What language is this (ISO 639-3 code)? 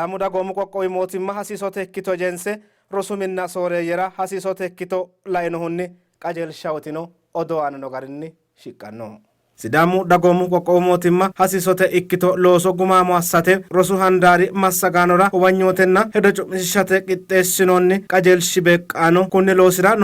sid